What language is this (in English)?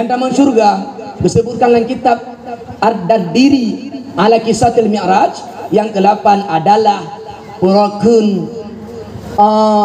Achinese